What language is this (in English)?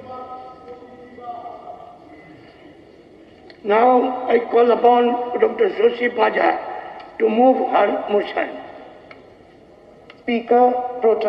Bangla